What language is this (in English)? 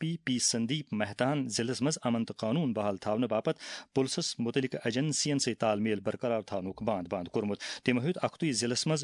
Kashmiri